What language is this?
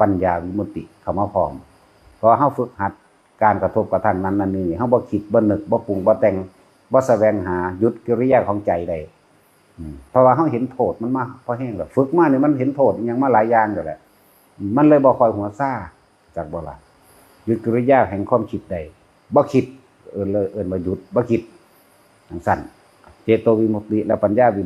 Northeastern Thai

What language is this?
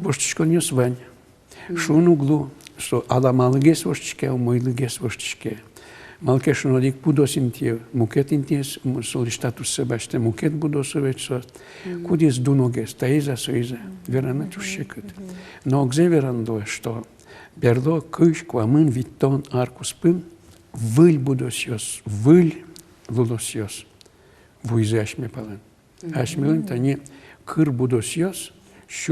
Udmurt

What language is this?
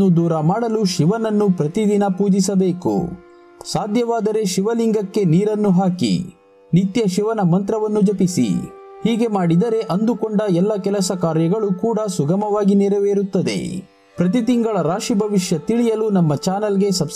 Kannada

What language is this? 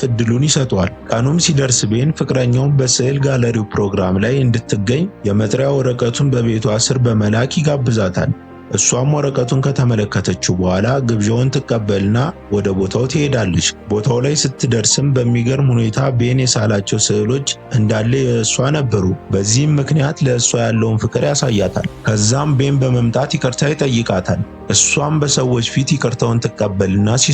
Amharic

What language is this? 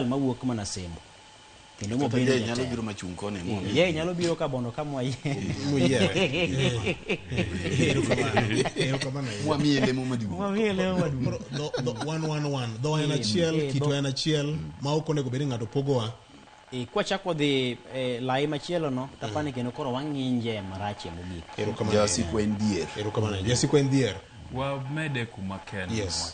Luo (Kenya and Tanzania)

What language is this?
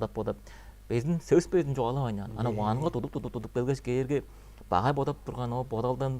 Tuvinian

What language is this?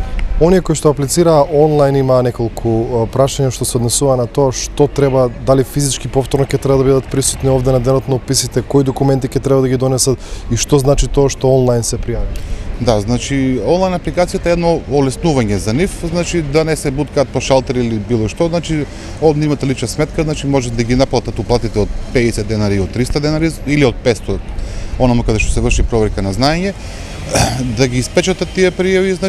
Macedonian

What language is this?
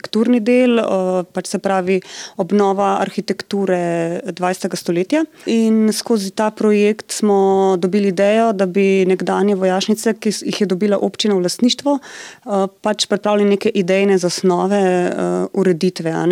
Slovenian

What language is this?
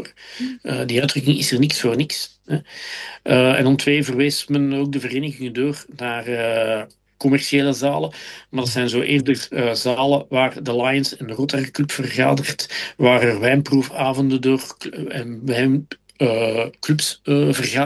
Dutch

